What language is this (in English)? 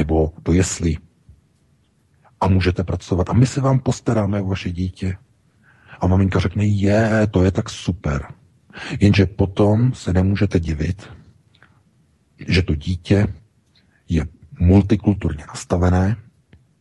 Czech